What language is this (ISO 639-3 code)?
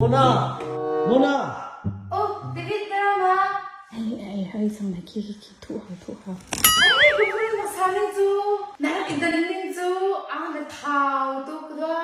cnh